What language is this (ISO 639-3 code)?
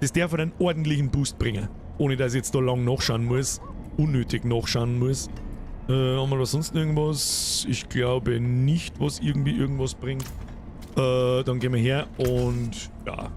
bar